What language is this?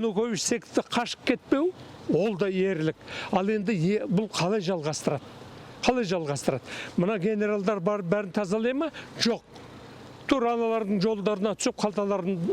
Kazakh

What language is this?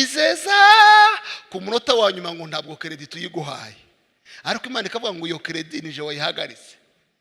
Kinyarwanda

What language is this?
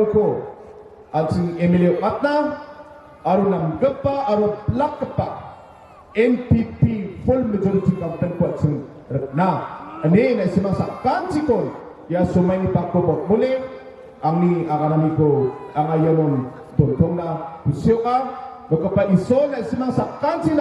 Garo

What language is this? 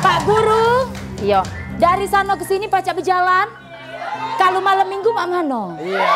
Musi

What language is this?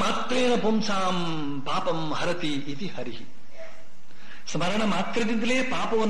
Kannada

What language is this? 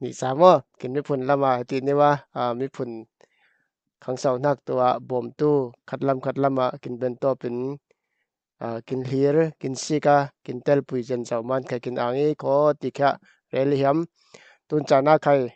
Falam Chin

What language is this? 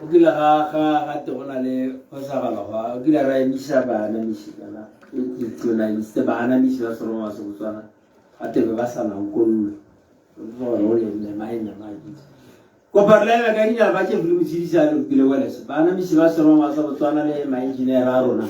Tswana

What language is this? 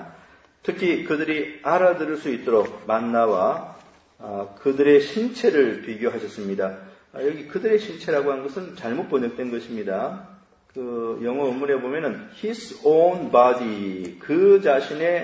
Korean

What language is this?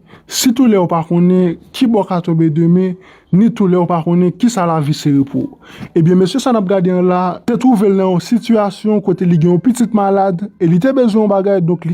Haitian Creole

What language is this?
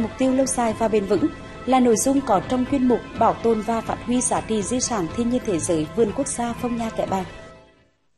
Vietnamese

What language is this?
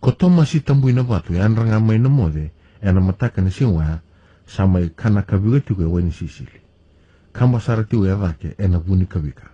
Fijian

